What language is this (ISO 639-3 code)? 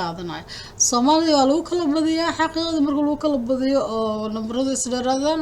som